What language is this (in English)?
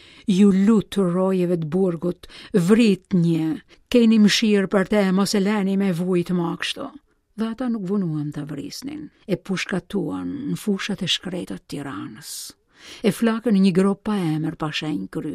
Albanian